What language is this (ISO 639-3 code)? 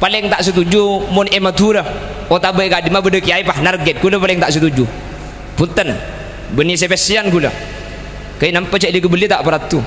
mad